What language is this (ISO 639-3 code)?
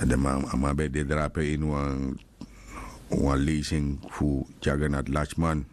srn